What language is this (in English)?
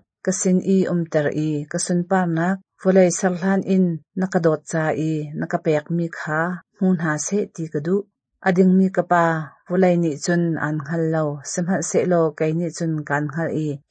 Hakha Chin